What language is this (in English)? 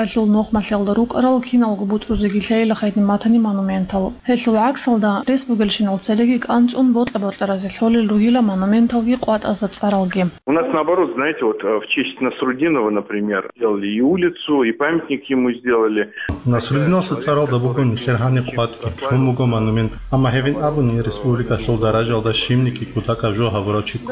Avaric